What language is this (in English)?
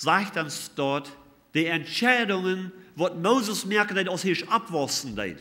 Plautdietsch